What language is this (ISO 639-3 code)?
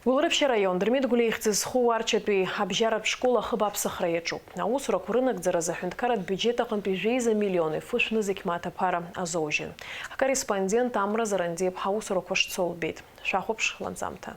abk